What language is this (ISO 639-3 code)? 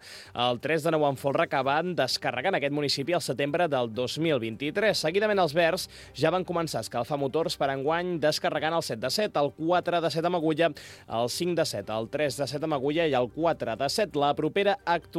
cat